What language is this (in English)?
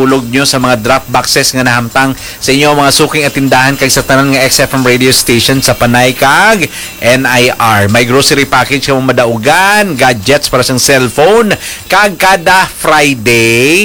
Hiligaynon